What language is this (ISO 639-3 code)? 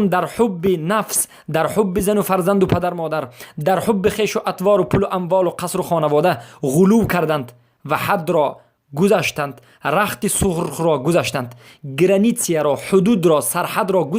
fas